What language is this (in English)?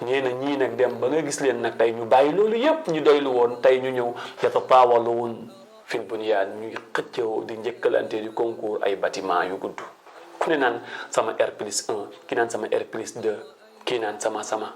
Wolof